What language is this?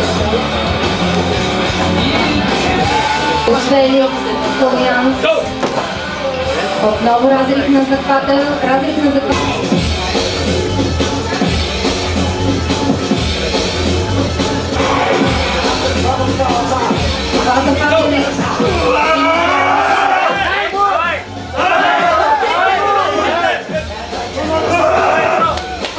Bulgarian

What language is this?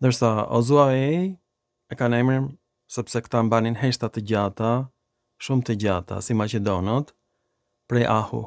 Albanian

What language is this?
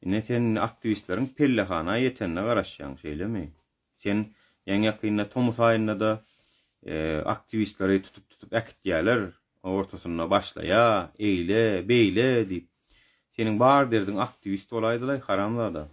Turkmen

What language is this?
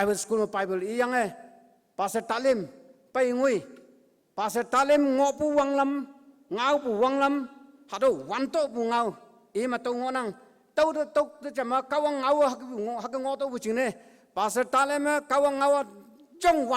Konyak Naga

